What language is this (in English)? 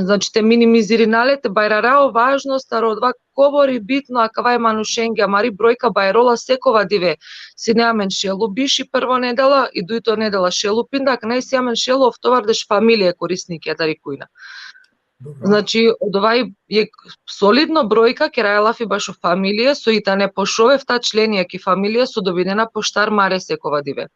Balkan Romani